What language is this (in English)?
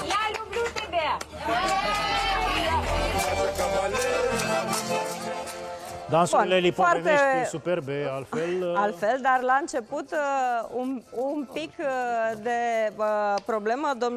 Romanian